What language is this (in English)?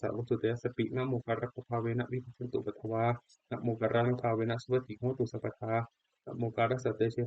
Pali